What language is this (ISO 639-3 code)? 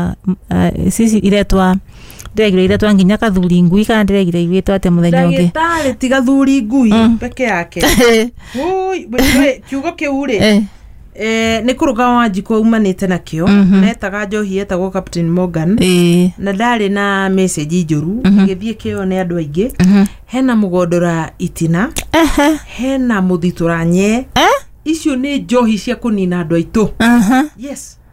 kik